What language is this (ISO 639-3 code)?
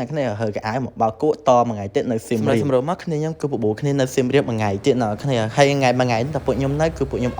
khm